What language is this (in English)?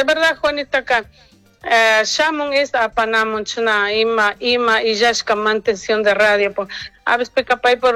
Chimborazo Highland Quichua